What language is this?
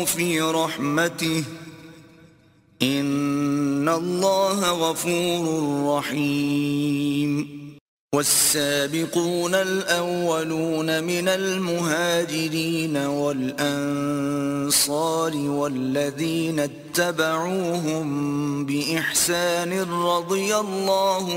Arabic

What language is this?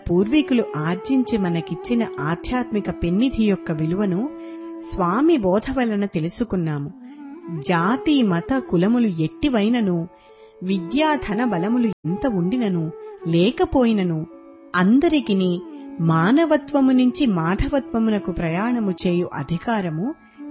Telugu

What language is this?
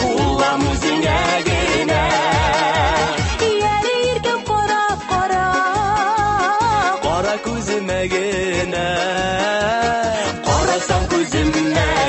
Tatar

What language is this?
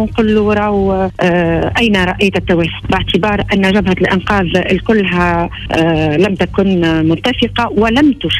Tunisian Arabic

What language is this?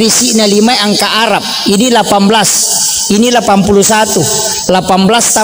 Buginese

